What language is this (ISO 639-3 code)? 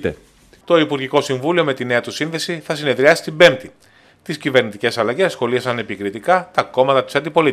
ell